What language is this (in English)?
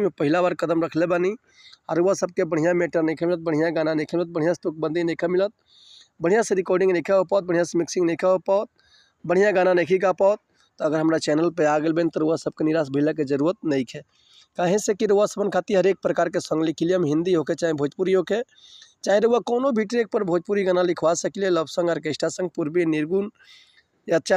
Bhojpuri